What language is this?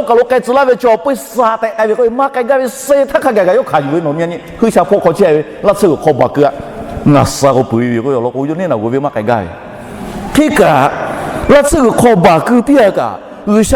Lahu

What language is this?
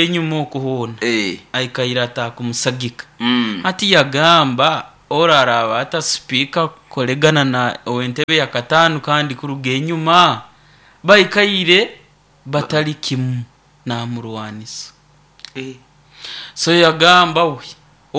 Nyoro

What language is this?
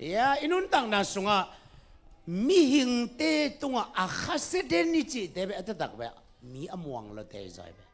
Tedim Chin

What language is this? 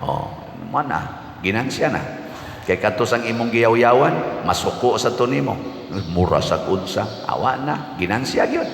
Cebuano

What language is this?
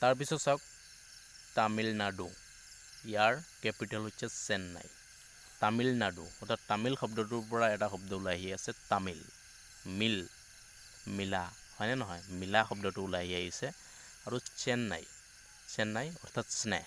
Assamese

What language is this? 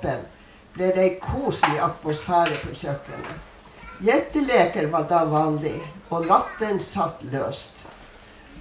Norwegian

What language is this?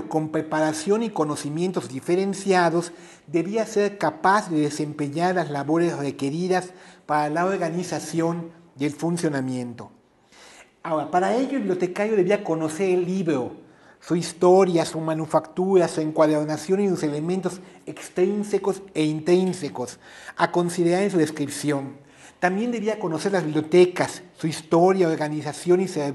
Spanish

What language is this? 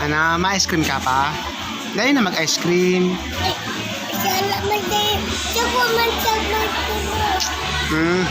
Bikol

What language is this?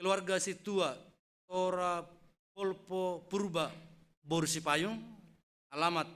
Batak Simalungun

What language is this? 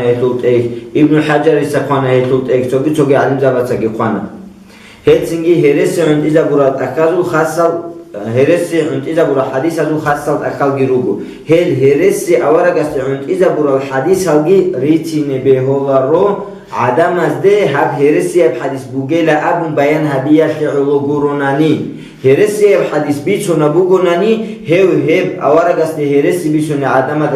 Avaric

